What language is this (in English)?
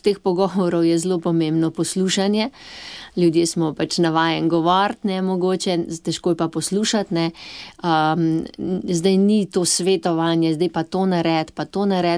Slovenian